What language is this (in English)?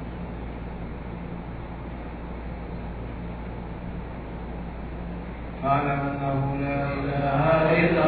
Arabic